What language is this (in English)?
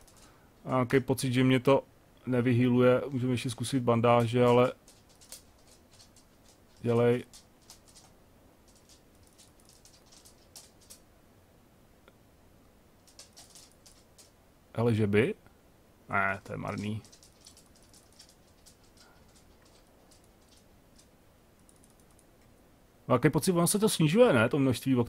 Czech